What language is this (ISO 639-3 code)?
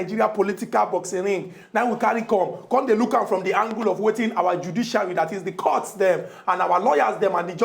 pcm